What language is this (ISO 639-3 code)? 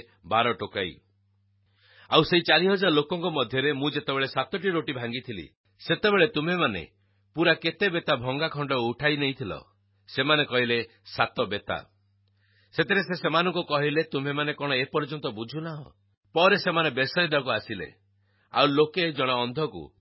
ori